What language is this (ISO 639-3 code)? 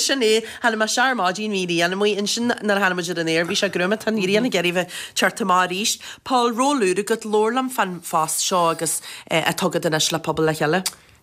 gle